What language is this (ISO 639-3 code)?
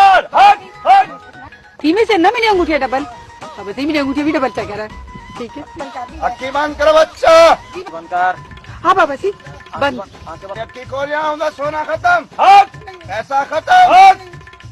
skr